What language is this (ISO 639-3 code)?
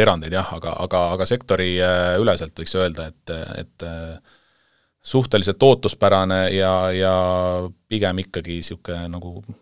est